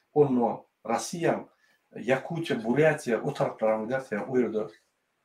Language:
Turkmen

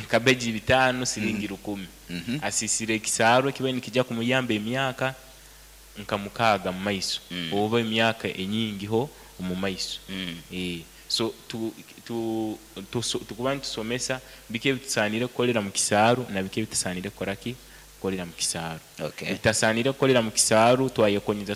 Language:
Nyoro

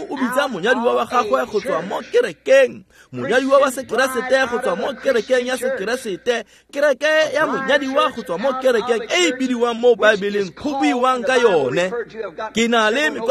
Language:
Tswana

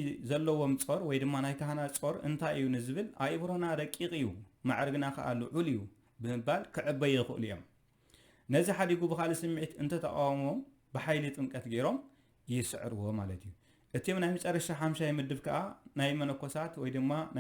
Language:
Tigrinya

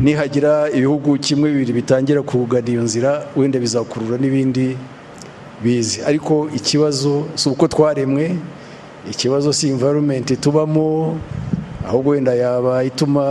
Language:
Kinyarwanda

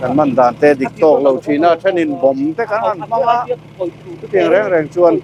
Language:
Mizo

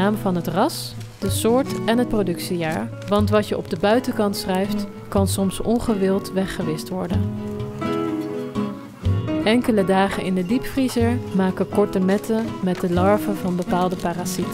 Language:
Dutch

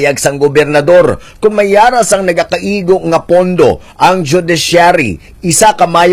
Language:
Hiligaynon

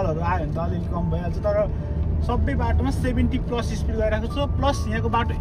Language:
Nepali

